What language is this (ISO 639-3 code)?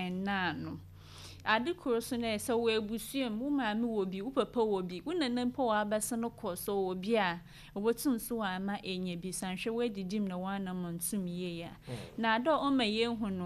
aka